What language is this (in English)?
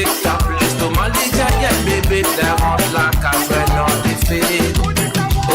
Morisyen